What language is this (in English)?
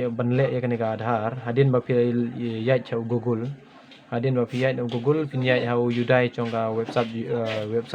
Khasi